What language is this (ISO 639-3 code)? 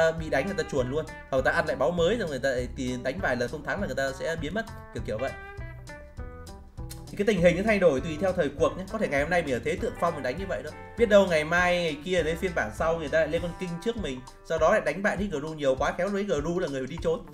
vie